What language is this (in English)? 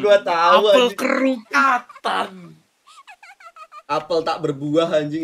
Indonesian